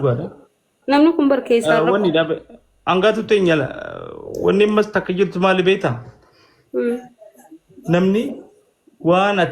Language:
Oromo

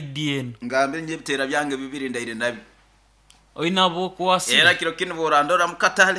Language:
Nyoro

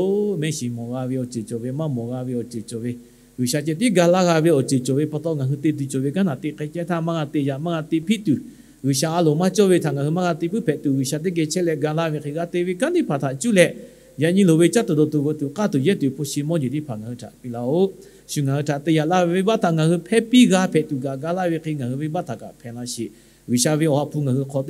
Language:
Lahu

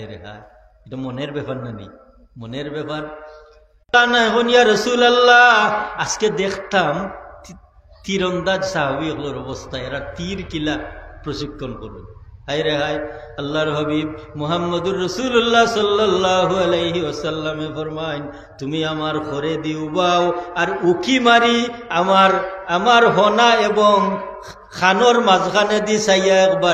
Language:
Sylheti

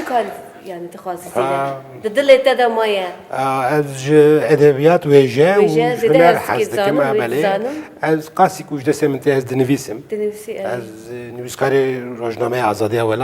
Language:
Kurdish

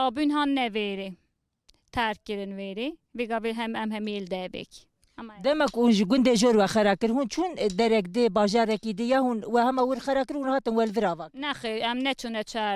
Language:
Kurdish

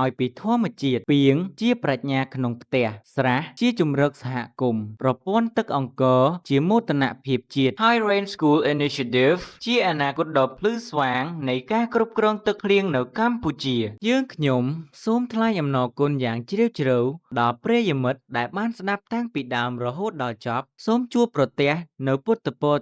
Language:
Khmer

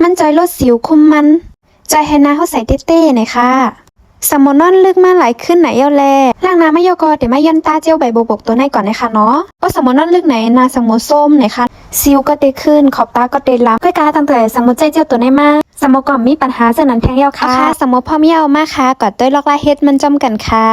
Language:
Shan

